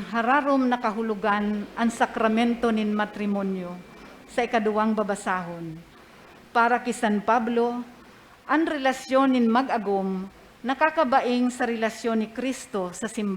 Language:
Bikol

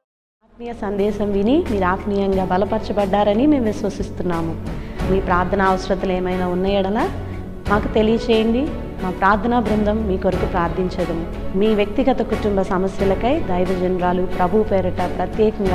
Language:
Telugu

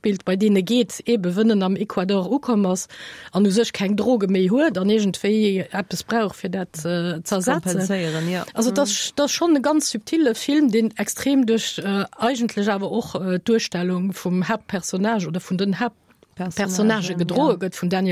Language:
Luxembourgish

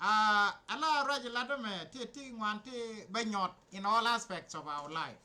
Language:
Nuer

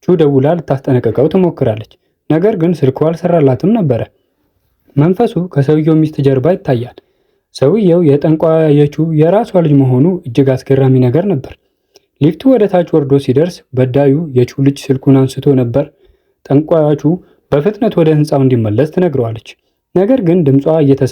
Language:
Amharic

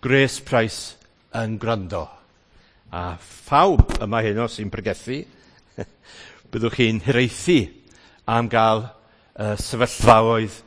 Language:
Welsh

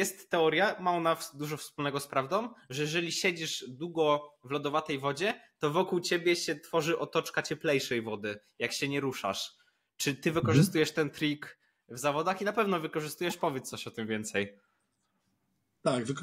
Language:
Polish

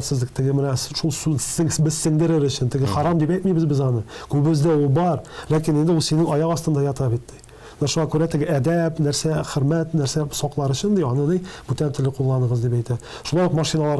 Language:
Tatar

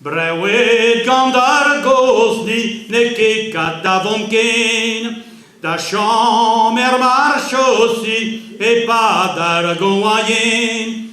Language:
Breton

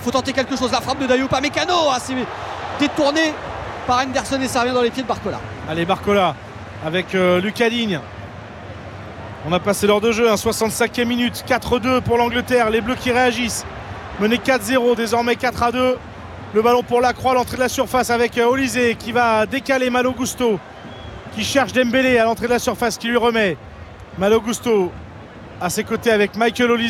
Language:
French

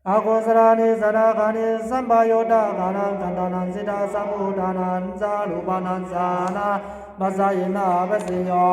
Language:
Pali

